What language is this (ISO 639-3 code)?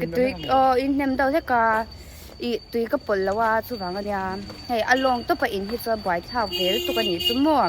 lus